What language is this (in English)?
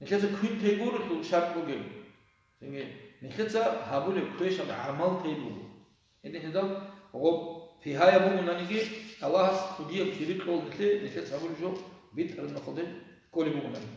Avaric